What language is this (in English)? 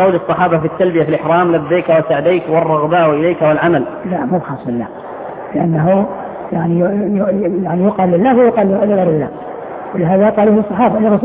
Arabic